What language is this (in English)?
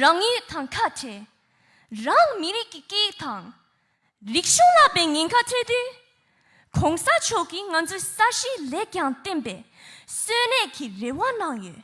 Tibetan